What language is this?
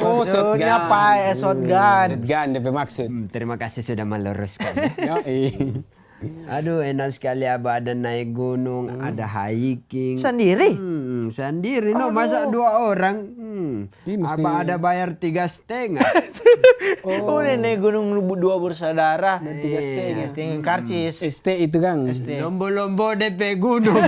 Manado Malay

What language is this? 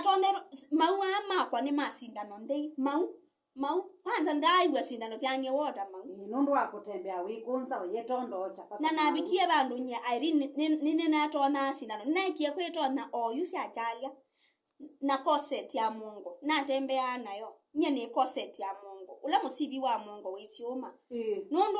Kamba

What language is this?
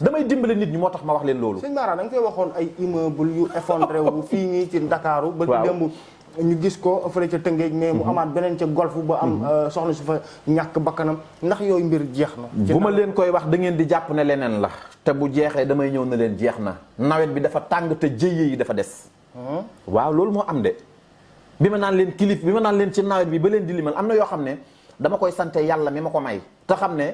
Wolof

